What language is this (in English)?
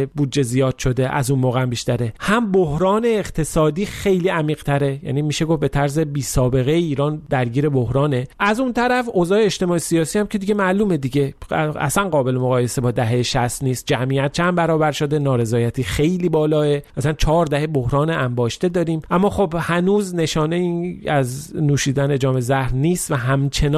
Persian